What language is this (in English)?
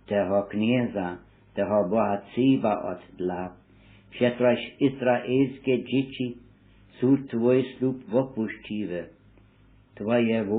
Upper Sorbian